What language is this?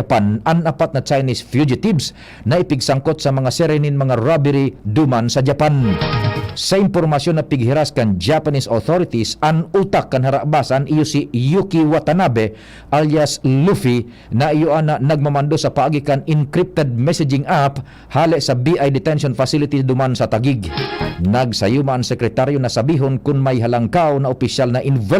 Bikol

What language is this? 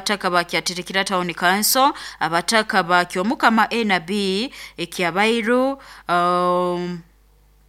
Nyoro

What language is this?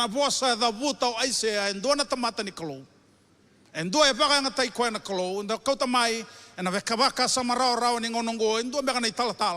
Fijian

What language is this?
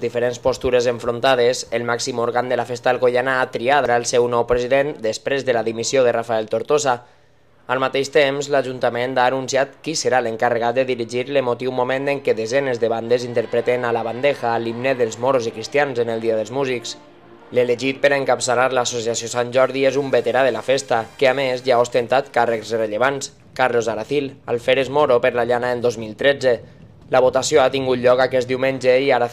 Catalan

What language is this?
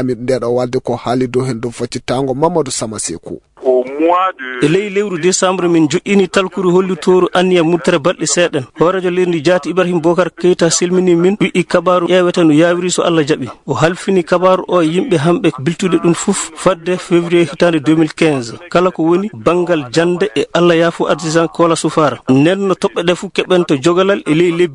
Fula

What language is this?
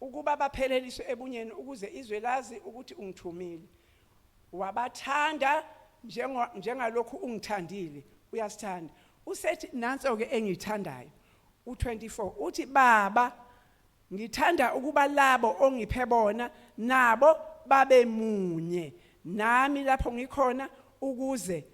Zulu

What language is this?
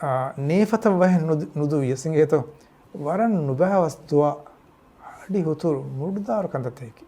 Divehi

